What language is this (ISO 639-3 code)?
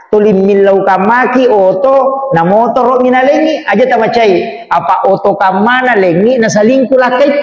bug